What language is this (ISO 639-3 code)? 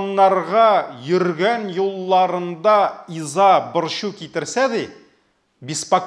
tat